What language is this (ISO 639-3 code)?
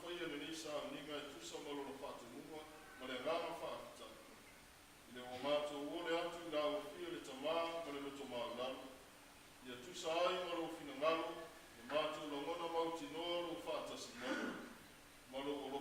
smo